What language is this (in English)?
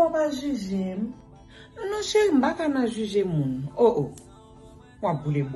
Haitian Creole